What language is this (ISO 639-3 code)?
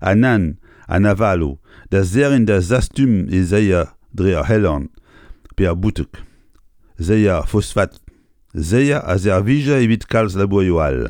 bre